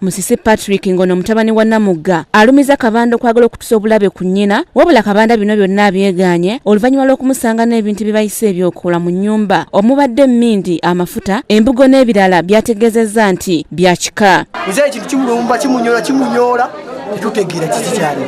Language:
Ganda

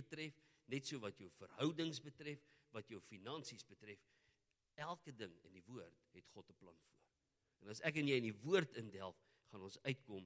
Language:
Afrikaans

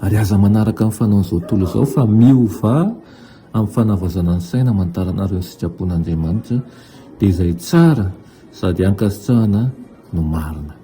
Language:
Malagasy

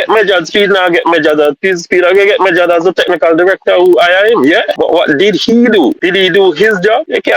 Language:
Jamaican Creole English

